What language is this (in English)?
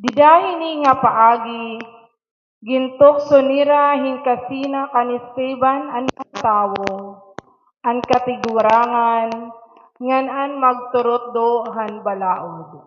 Waray